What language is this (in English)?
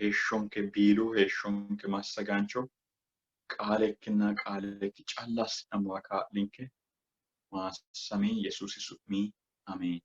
Sidamo